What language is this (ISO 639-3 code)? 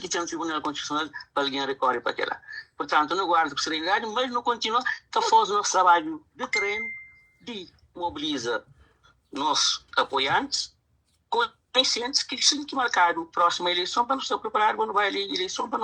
kea